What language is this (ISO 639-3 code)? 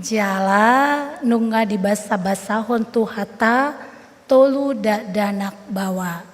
bbc